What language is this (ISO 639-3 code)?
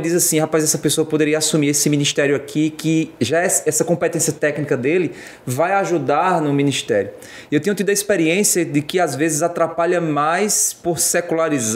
por